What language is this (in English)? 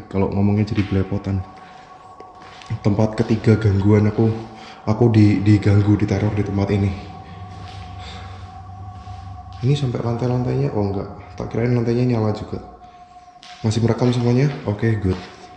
Indonesian